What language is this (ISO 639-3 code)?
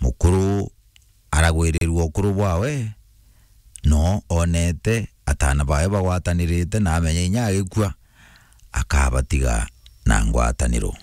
mer